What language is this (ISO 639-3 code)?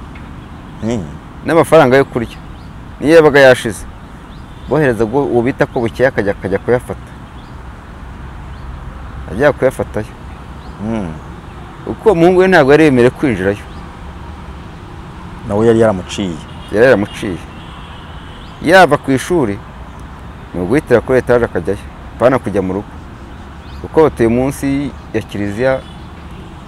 kin